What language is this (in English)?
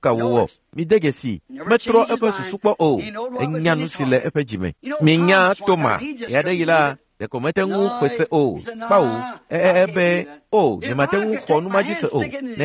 Ewe